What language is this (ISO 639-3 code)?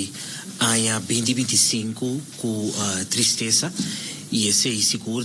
pap